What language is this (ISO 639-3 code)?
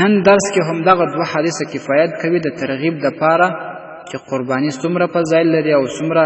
pus